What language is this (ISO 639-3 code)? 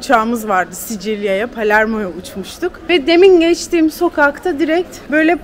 tur